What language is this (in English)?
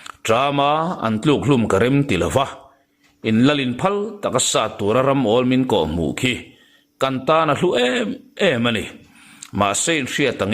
Mizo